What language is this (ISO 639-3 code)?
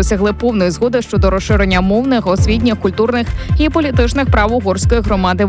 ukr